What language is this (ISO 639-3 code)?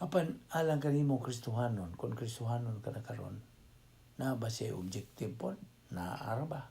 ceb